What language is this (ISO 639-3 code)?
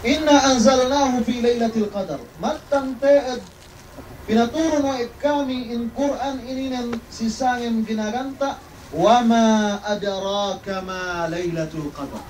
yka